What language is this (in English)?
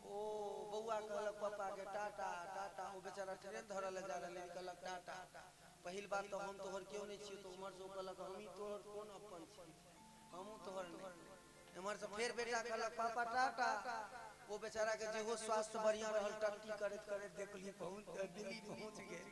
Maithili